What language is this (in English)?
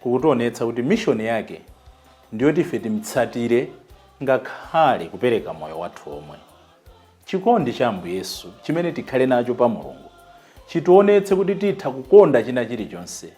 Nyanja